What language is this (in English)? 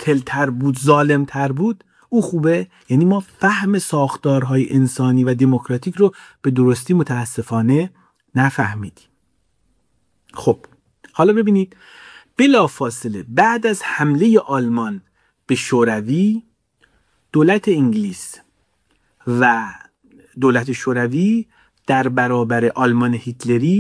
Persian